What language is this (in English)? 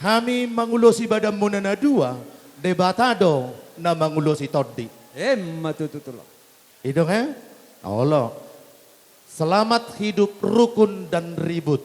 Batak Toba